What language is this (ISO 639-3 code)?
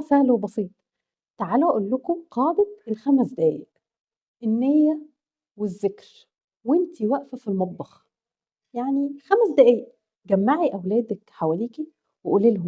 arz